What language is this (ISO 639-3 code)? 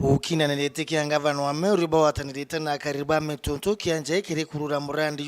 mer